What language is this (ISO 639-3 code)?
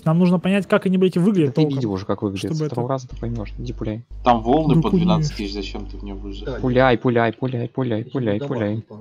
rus